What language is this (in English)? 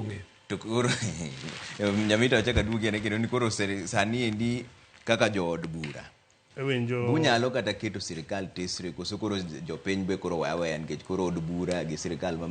Luo (Kenya and Tanzania)